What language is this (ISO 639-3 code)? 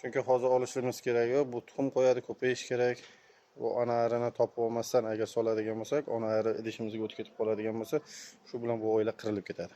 uzb